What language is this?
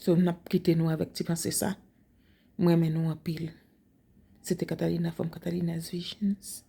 Haitian Creole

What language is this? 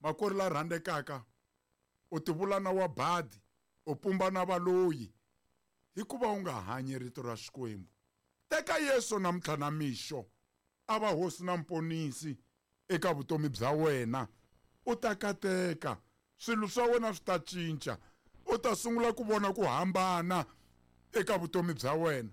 Tsonga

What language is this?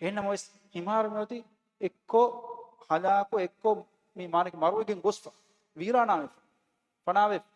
Divehi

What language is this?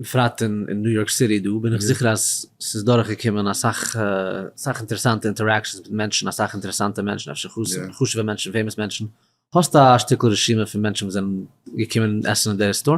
Yiddish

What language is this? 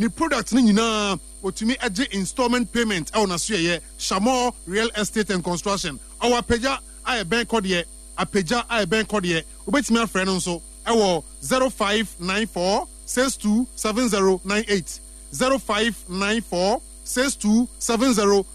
Akan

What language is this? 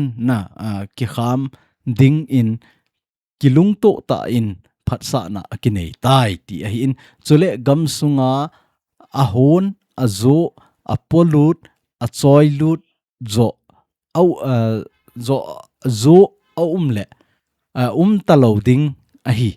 Thado Chin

